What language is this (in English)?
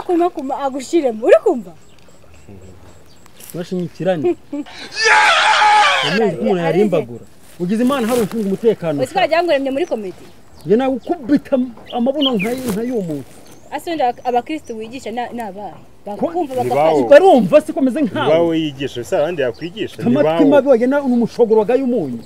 Kinyarwanda